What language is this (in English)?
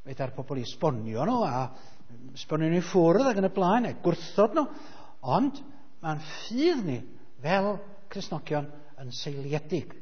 Welsh